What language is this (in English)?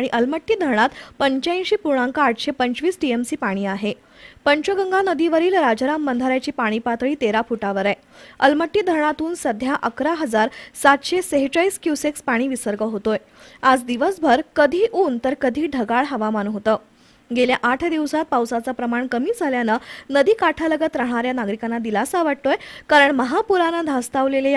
Marathi